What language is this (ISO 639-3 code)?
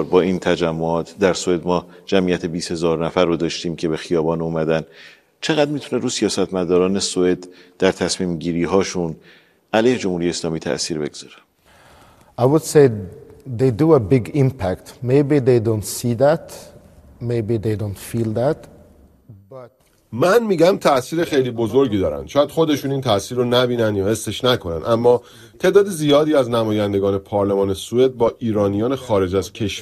fas